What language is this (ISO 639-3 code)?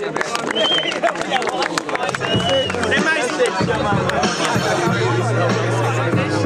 por